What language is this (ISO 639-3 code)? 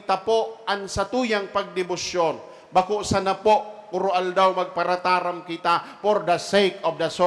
bik